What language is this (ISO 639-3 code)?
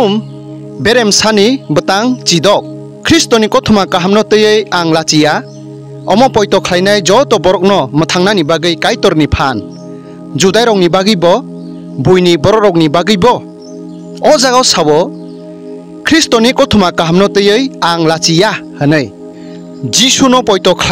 trp